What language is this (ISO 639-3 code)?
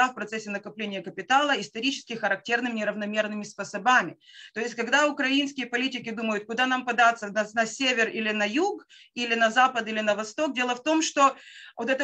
rus